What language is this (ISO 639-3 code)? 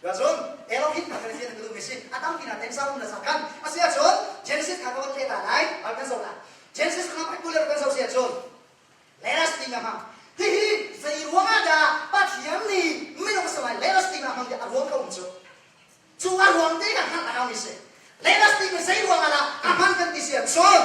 cnh